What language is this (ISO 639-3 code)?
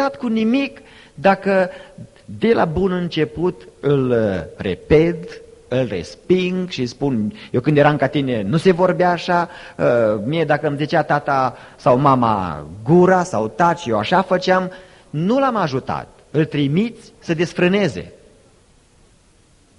ron